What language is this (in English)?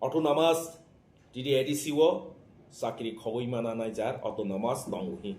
Kok Borok